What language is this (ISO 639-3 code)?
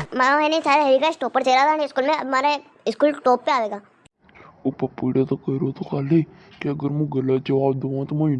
raj